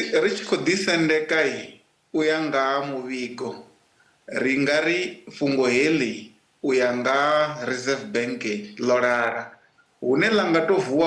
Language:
Venda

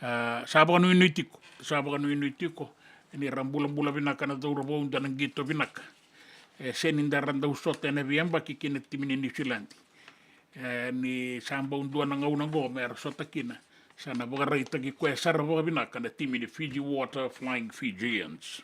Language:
Fijian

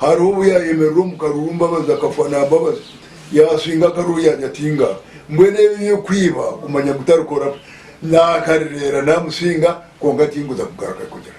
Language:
Nyankole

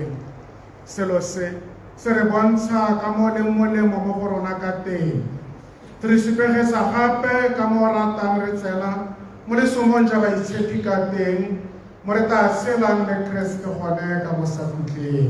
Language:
Tswana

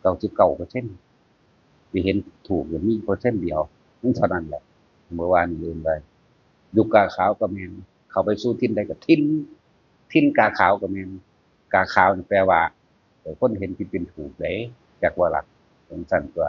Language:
Northeastern Thai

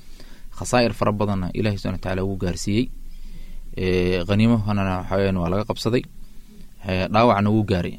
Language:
Somali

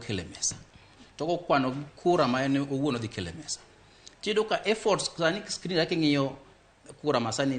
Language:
Luo (Kenya and Tanzania)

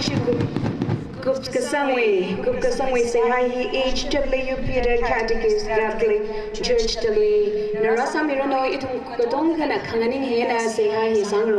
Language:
Tangkhul Naga (India)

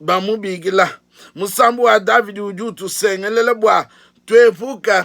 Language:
Luba-Lulua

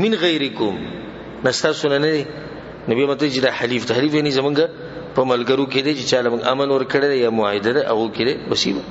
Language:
Pashto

